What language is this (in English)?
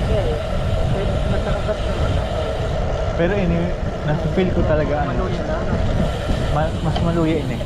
Bikol